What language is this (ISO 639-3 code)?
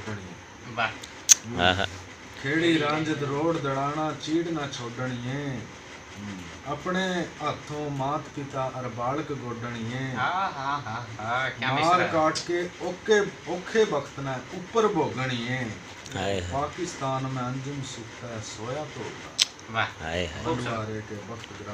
bgc